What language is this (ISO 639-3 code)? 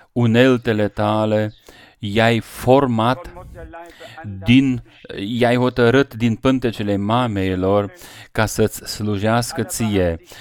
ron